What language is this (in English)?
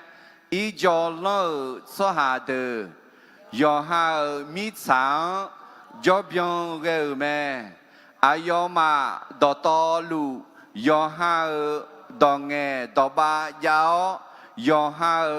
Akha